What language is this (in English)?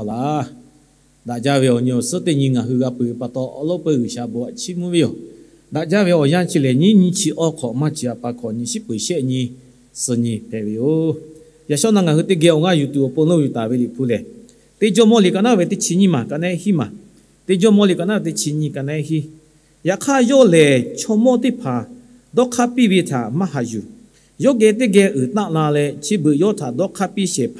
Lahu